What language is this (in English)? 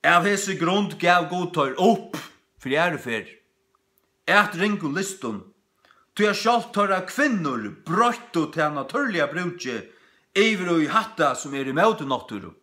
Faroese